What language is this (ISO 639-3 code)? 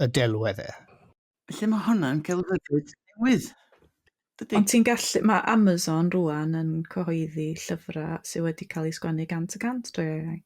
cym